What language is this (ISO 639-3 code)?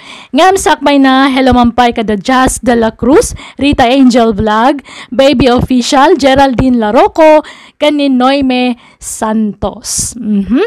ilo